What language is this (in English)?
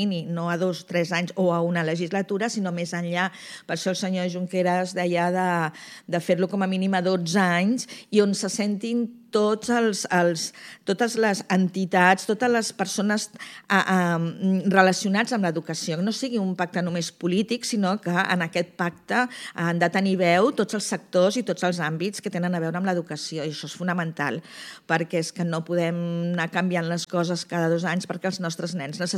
Catalan